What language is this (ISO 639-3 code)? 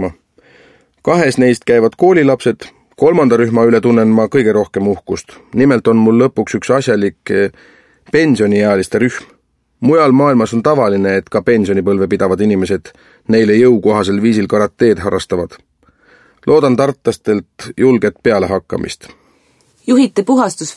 est